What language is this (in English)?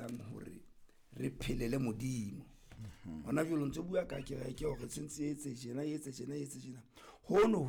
Southern Sotho